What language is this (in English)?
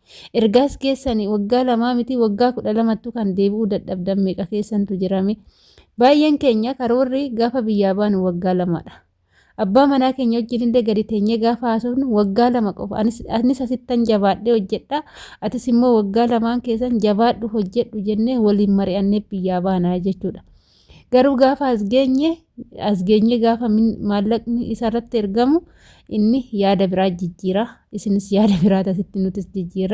Oromo